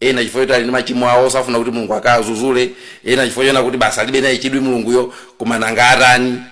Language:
Nyanja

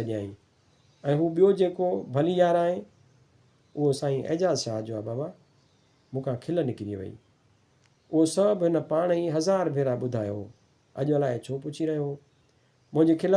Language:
Sindhi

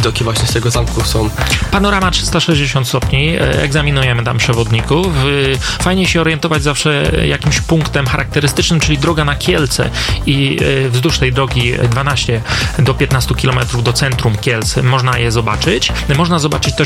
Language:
Polish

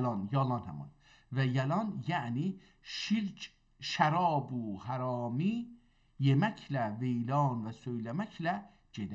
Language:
South Azerbaijani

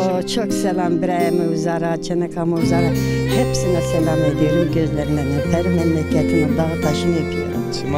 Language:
Zaza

